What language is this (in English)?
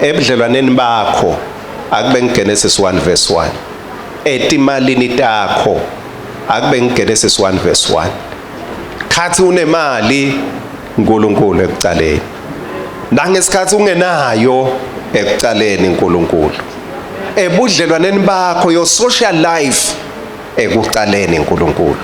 Swati